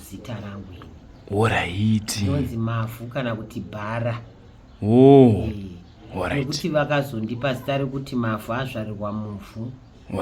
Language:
Shona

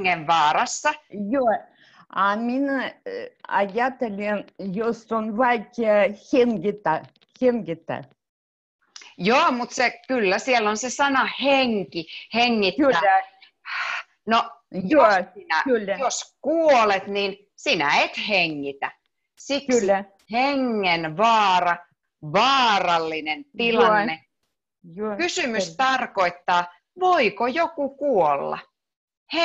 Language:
Finnish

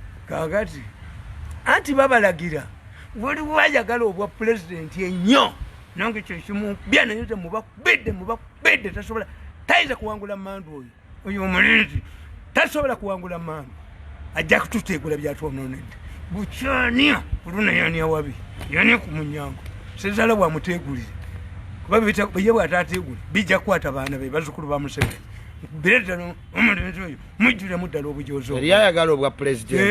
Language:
Ganda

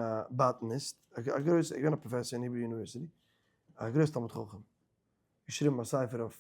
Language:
Yiddish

